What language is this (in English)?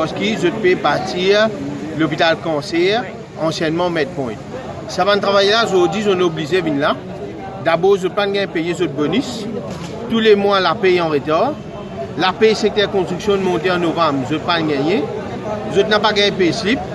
Morisyen